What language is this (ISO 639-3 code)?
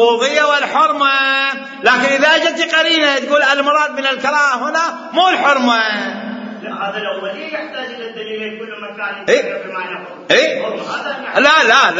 acm